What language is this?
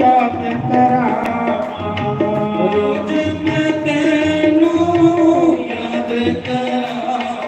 Dogri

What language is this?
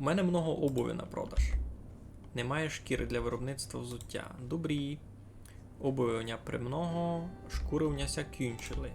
Rusyn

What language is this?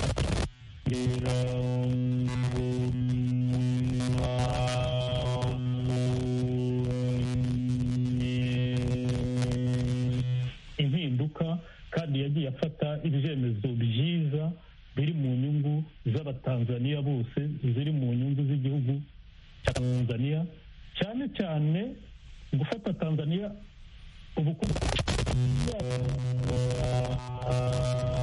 Kinyarwanda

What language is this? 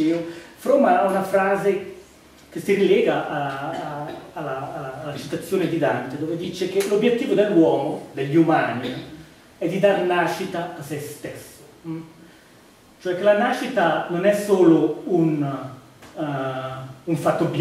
Italian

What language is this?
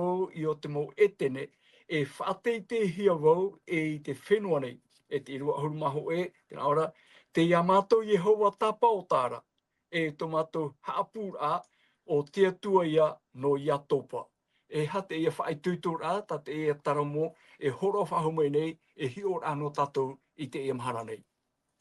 Tahitian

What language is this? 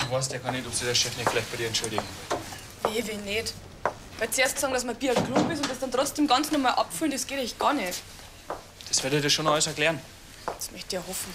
Bavarian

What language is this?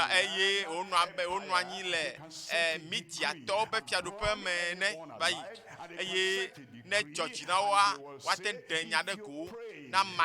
Ewe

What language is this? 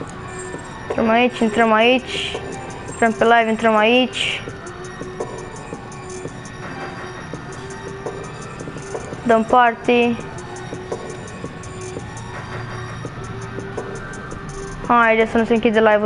Romanian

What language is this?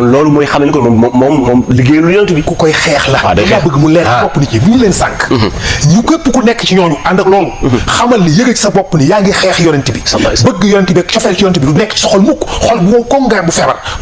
Wolof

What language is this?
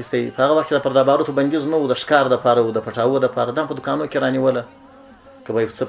Pashto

